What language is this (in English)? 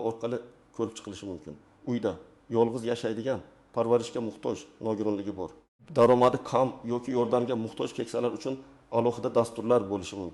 Uzbek